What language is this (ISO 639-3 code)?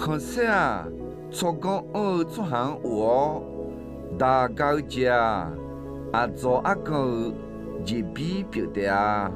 ahk